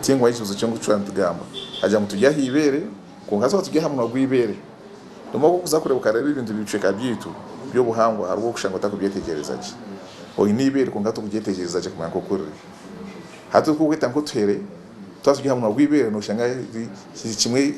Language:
Nyankole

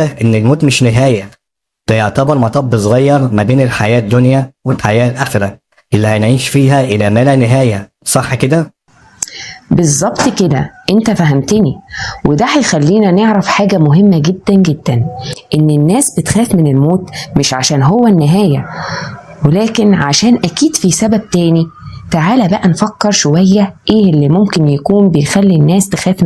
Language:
Egyptian Arabic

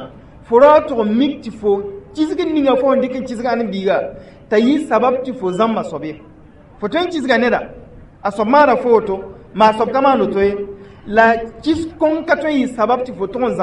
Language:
Mossi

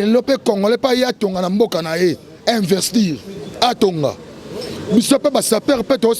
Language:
Lingala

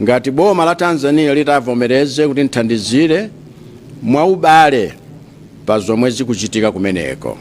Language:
Nyanja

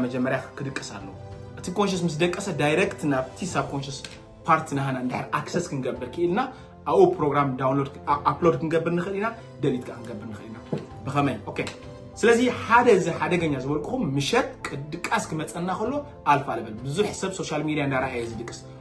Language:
Tigrinya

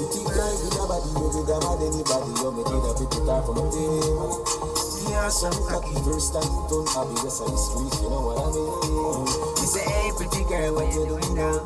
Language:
Jamaican Creole English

